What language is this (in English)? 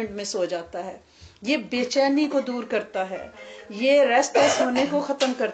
Urdu